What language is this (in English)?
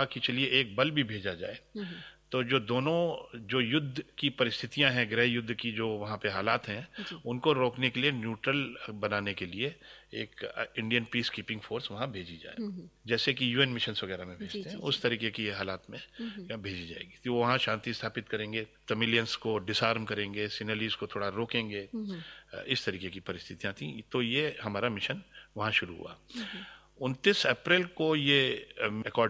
Hindi